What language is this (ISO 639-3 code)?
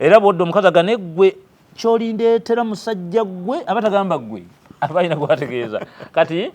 lug